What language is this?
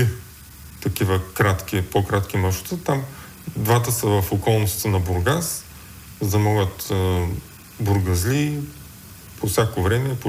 Bulgarian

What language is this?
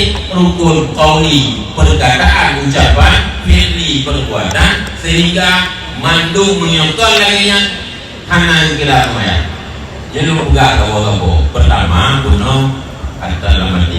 Achinese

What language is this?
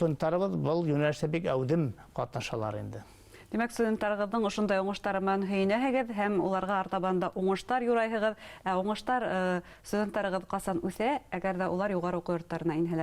Bashkir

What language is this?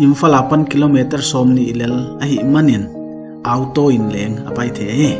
Paite Chin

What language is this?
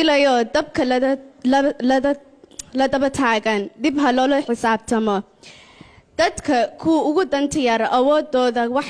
Somali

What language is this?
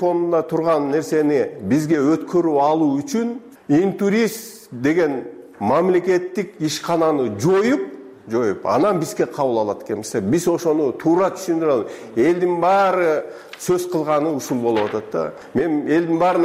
Kyrgyz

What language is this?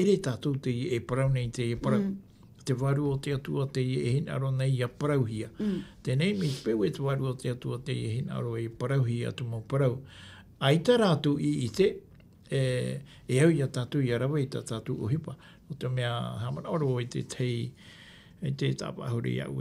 Tahitian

